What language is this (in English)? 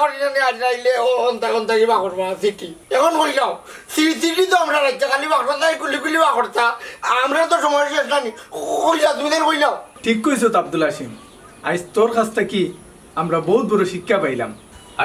Sylheti